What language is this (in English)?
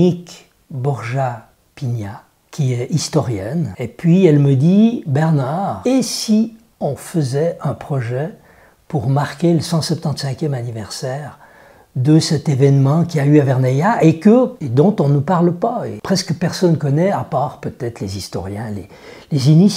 French